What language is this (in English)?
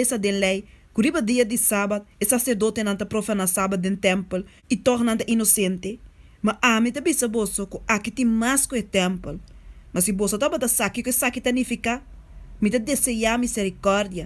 Papiamento